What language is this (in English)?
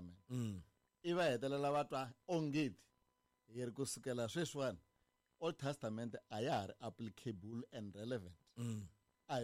Tsonga